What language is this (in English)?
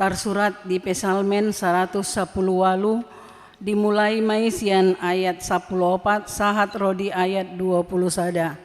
Batak Toba